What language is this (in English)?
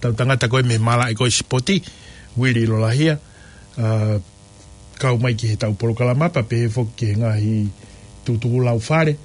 Tongan